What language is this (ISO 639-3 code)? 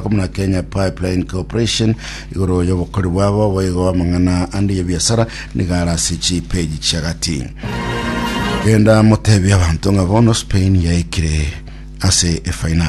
guz